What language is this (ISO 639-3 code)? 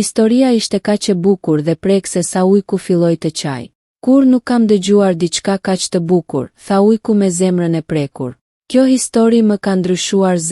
sqi